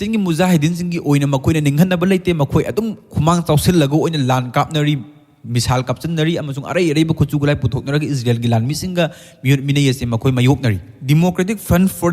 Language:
Manipuri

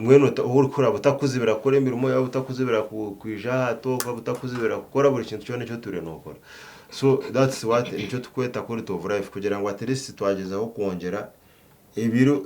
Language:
Nyankole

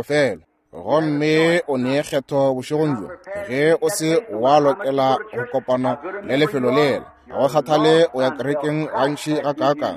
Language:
Northern Sotho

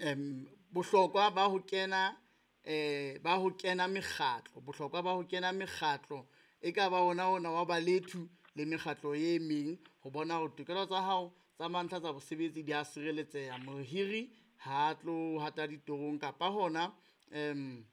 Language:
Southern Sotho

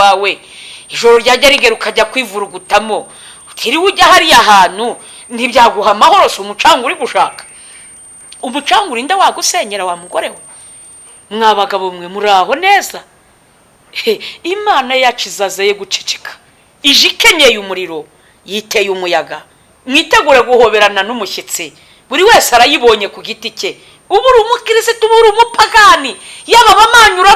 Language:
Kinyarwanda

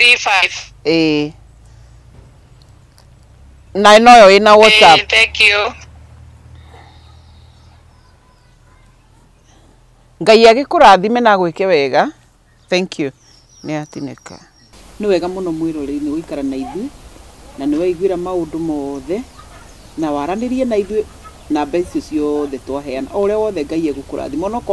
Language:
Kikuyu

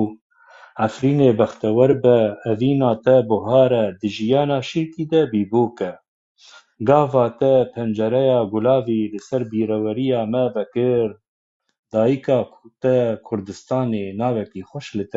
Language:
Kurdish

